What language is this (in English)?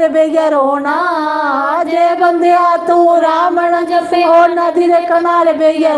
Dogri